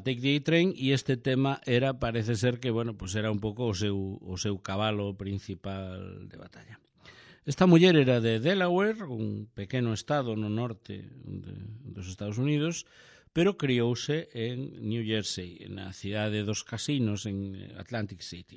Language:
Galician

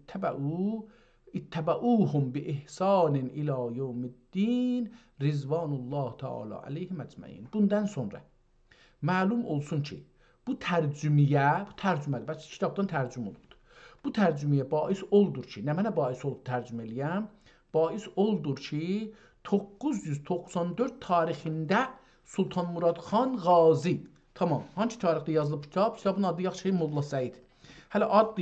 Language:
South Azerbaijani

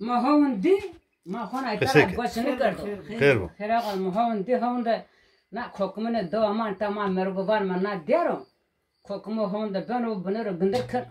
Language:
Zaza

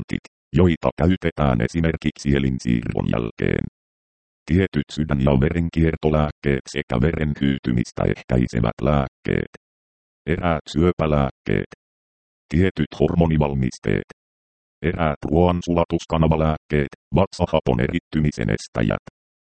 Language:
Finnish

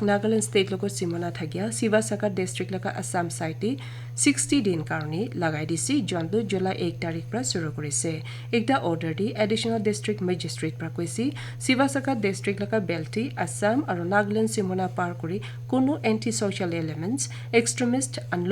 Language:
Naga Pidgin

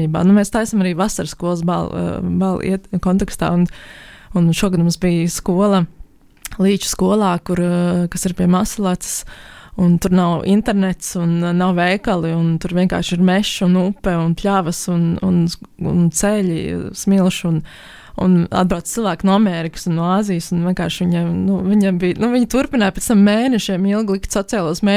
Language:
Latvian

